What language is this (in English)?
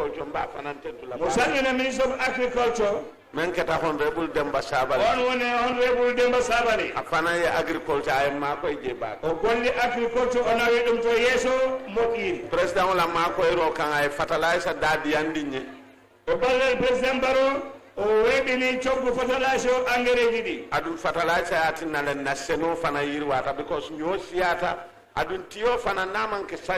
Fula